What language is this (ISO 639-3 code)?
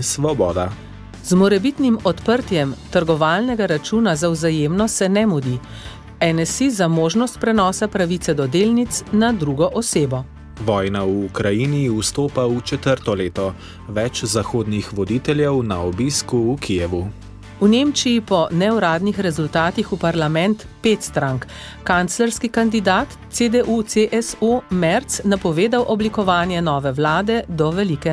slv